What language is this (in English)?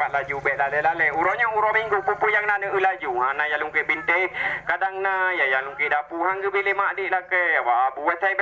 Achinese